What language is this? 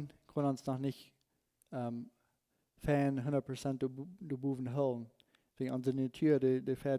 Plautdietsch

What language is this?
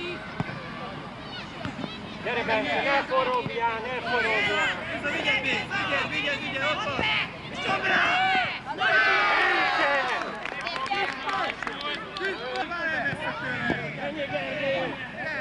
Hungarian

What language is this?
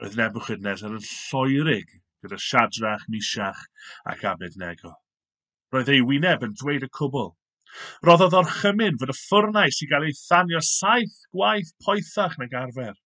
Welsh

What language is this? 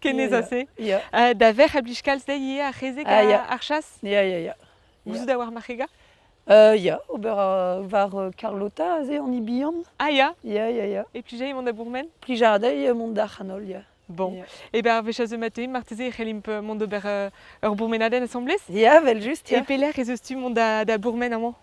Breton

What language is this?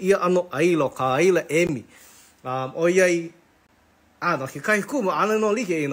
Hawaiian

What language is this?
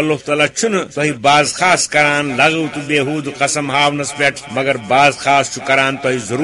Kashmiri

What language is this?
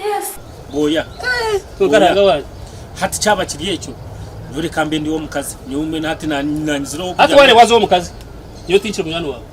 Nyankole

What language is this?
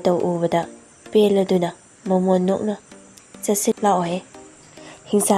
Manipuri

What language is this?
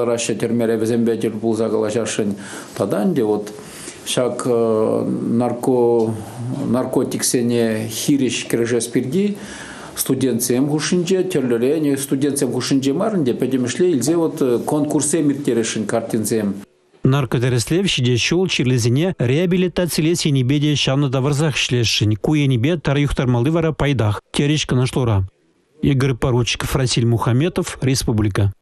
Chuvash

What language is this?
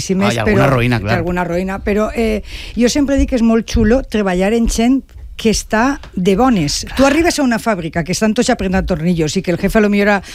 Catalan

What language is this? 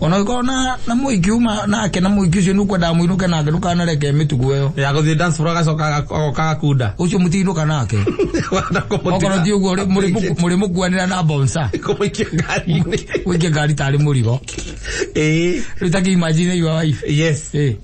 Kikuyu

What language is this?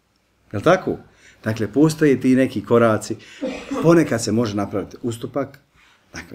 Bosnian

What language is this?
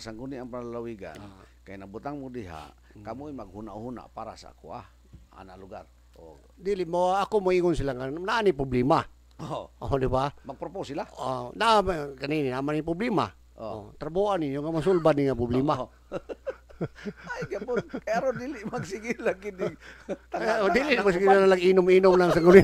Cebuano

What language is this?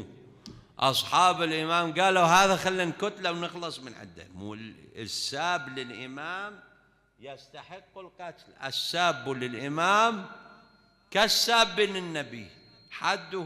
Mesopotamian Arabic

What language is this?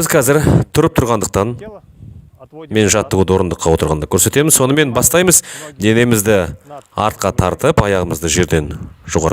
Kazakh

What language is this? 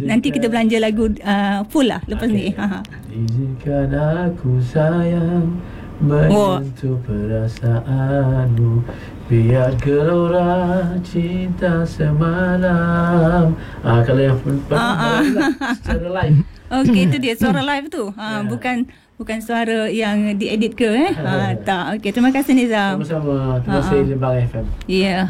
Malay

